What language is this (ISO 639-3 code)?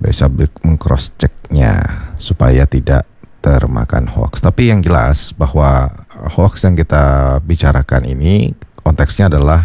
ind